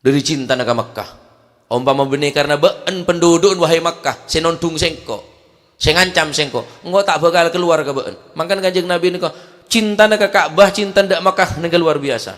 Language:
Madurese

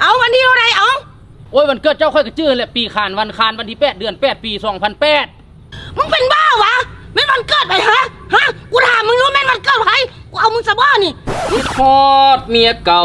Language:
Northeastern Thai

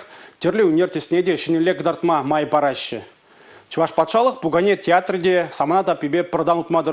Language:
Chuvash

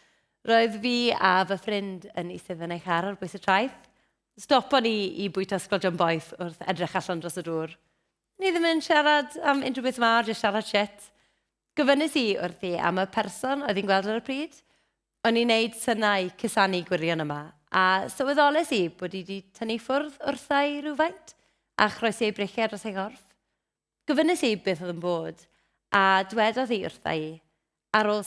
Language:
Welsh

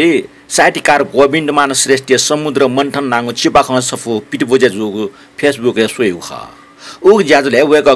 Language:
Newari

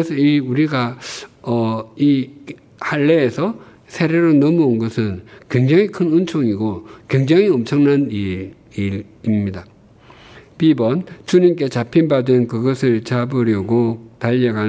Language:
Korean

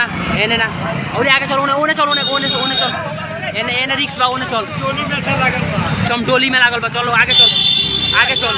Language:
Bhojpuri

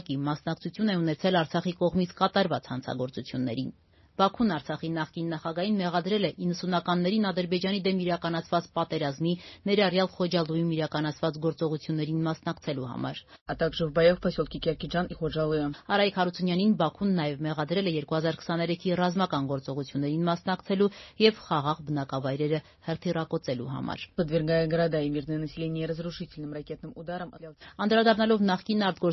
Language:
Armenian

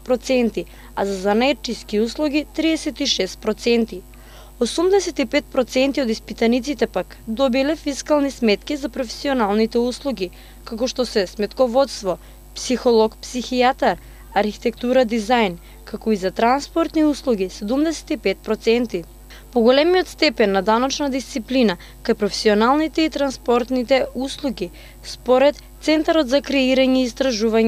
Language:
Macedonian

